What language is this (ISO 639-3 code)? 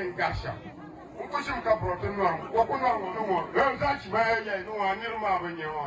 dag